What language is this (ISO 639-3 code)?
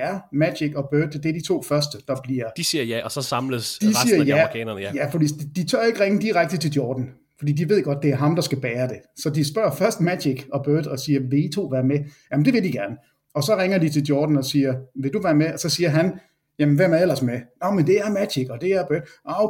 dan